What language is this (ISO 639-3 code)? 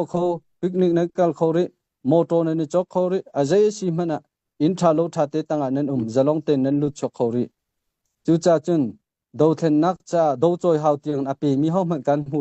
cnh